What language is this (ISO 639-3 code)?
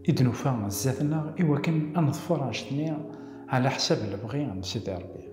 kab